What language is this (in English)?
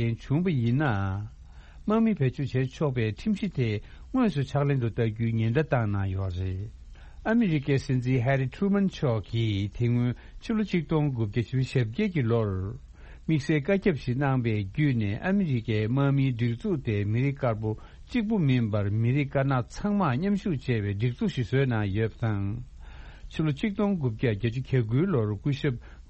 Tibetan